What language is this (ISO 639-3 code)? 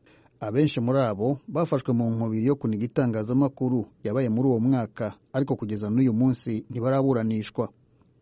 kin